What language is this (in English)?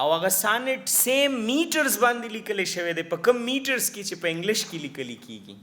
Pashto